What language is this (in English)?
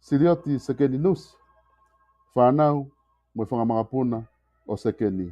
Tongan